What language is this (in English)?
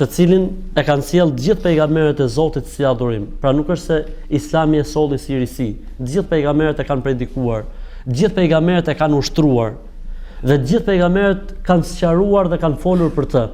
Albanian